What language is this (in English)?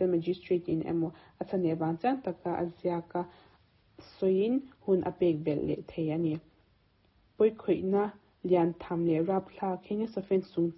Mizo